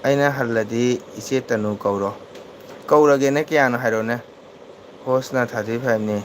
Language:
Manipuri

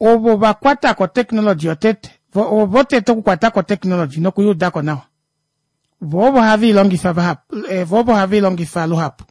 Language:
Kuanyama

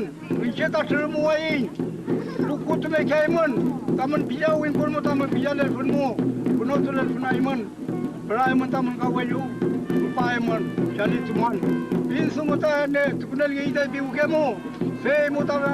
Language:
Mapuche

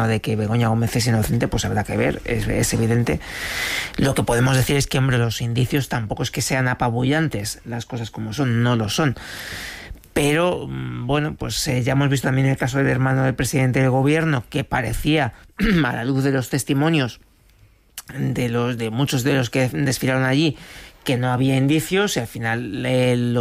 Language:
Spanish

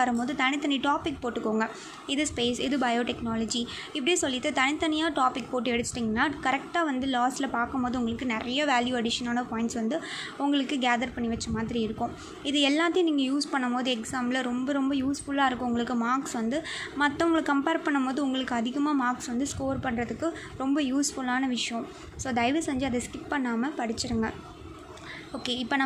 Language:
Tamil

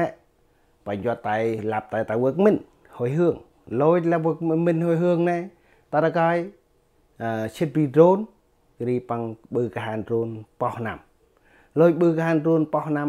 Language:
Central Mnong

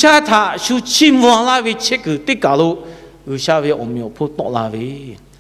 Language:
Lahu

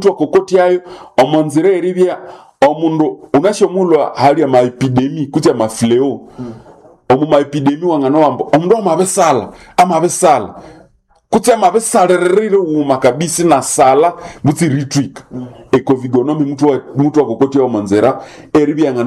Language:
Nande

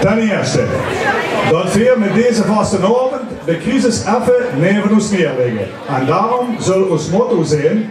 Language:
Limburgish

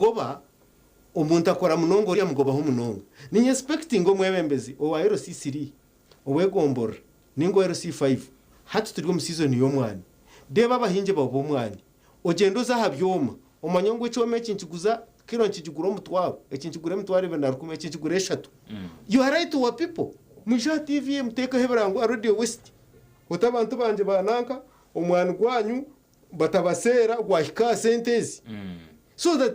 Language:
Nyankole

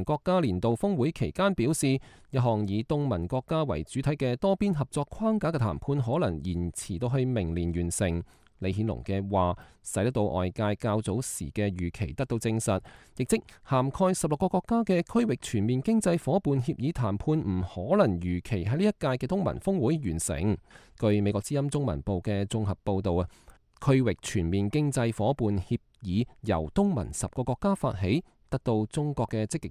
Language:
Cantonese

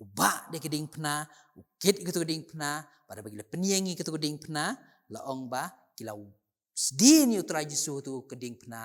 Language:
Khasi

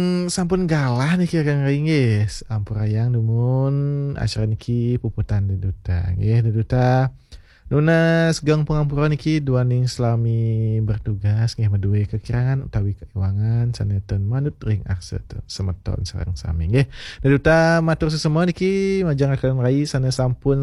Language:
Balinese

